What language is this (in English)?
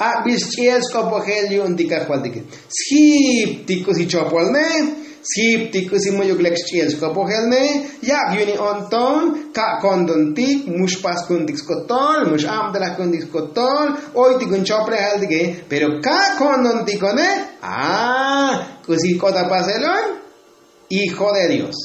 Tzotzil